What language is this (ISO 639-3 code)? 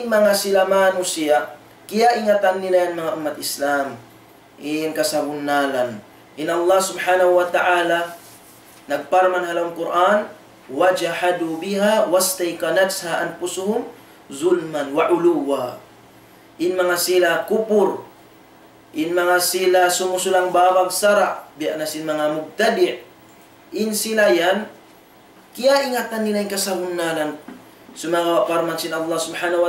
tsg